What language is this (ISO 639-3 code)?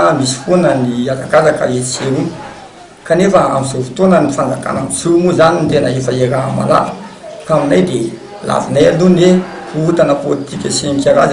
mlg